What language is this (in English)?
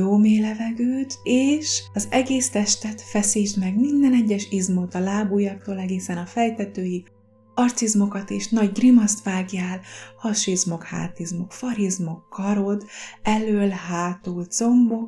Hungarian